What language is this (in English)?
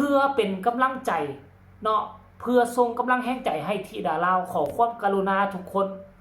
Northeastern Thai